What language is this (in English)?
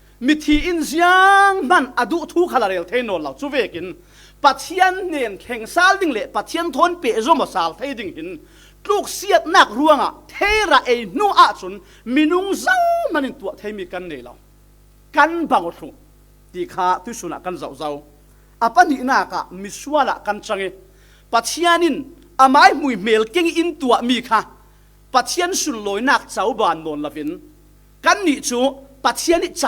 Falam Chin